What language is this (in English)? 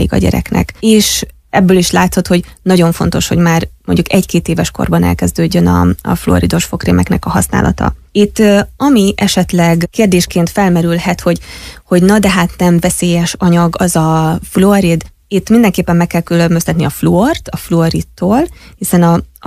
Hungarian